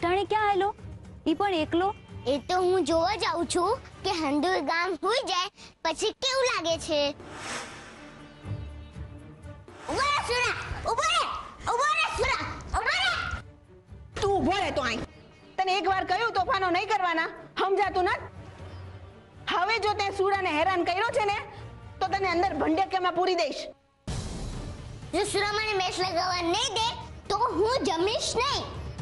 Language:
Gujarati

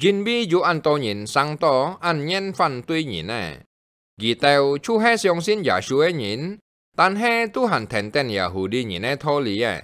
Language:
Hakka Chinese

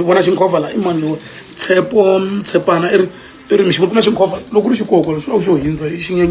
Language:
Tsonga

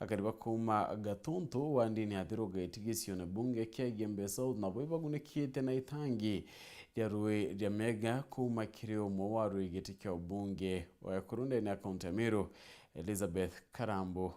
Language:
Meru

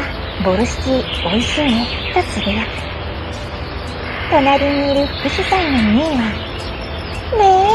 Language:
Japanese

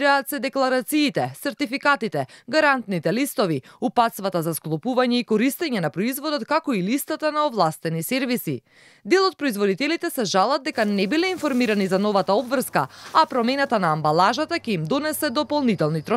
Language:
Macedonian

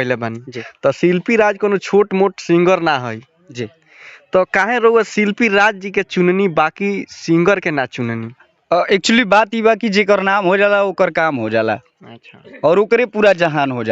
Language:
Bhojpuri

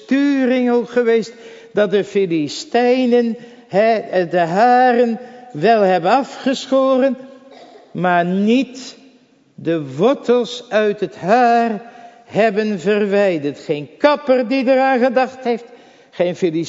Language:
Dutch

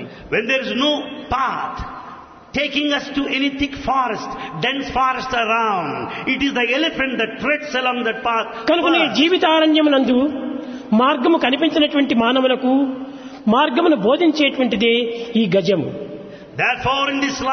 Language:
Telugu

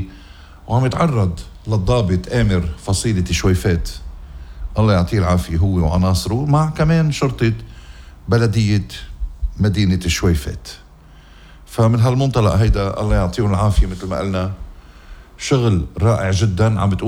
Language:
North Levantine Arabic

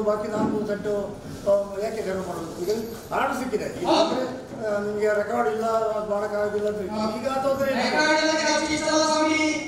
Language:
Kannada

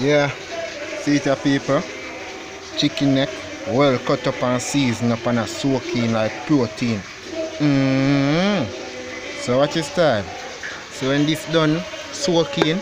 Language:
Jamaican Creole English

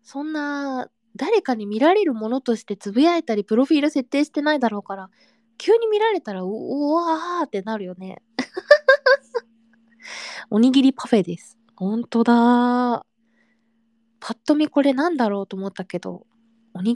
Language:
Japanese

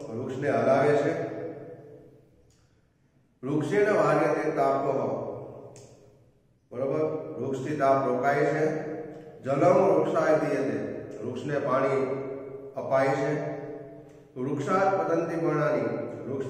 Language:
Gujarati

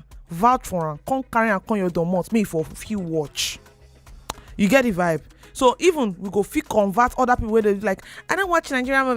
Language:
Nigerian Pidgin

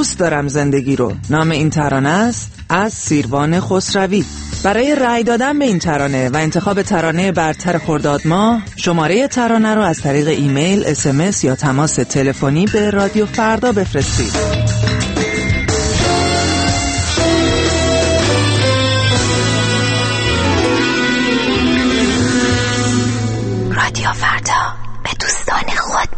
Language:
Persian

